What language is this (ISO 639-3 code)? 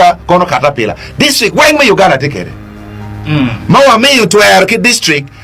ach